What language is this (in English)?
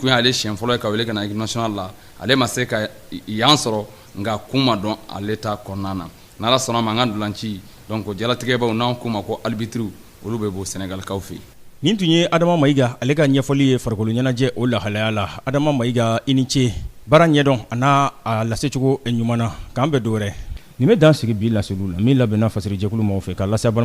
Bambara